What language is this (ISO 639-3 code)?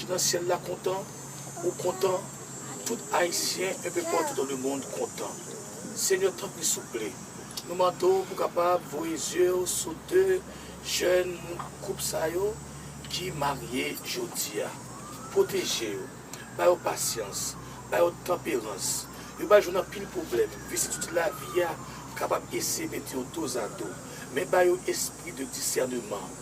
hat